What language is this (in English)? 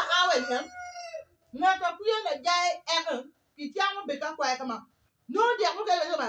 Acoli